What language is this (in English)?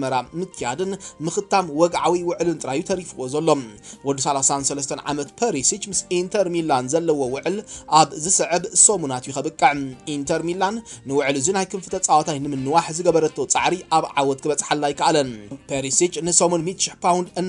Tigrinya